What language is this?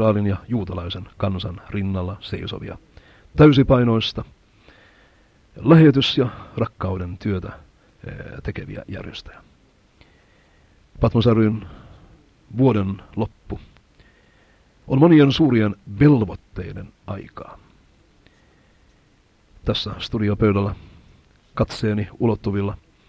Finnish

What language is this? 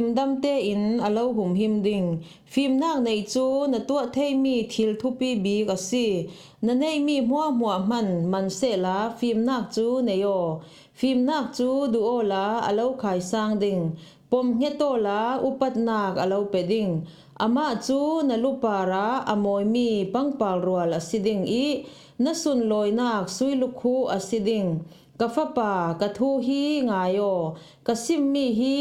Falam Chin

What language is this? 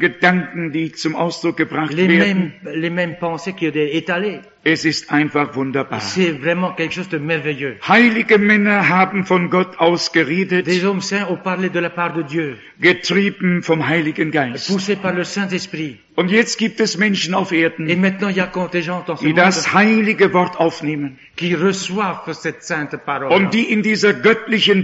German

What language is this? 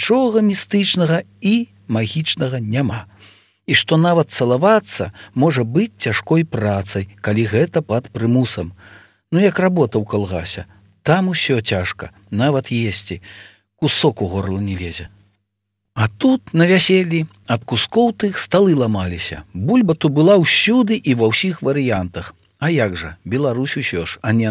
Belarusian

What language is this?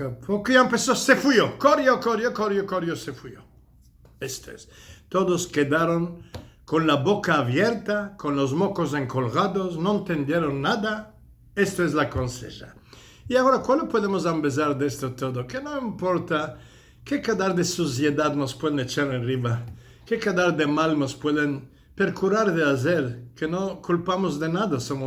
Ladino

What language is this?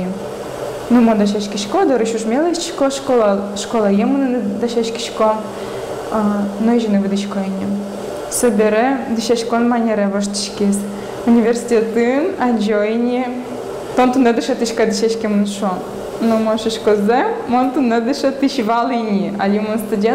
Udmurt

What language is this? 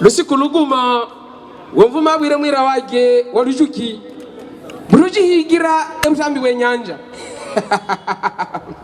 Havu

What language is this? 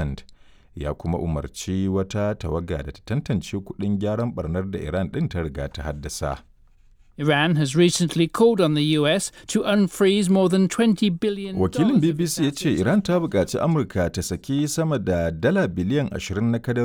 Hausa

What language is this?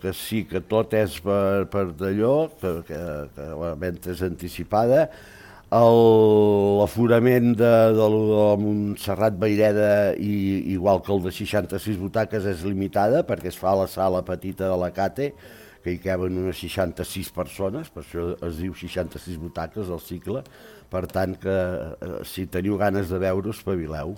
Catalan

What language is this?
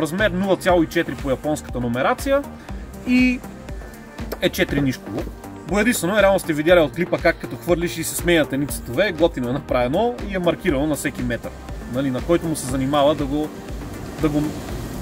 Bulgarian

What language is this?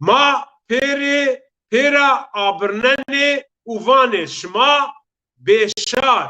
Zaza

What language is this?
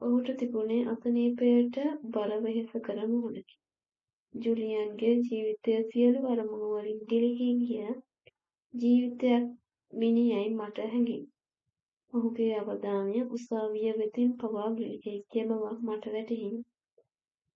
Sinhala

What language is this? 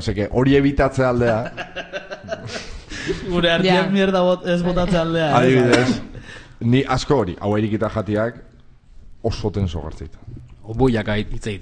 Basque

